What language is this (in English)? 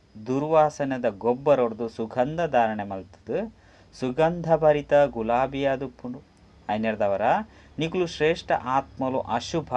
Tulu